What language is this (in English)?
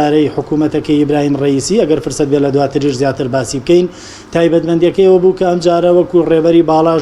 Central Kurdish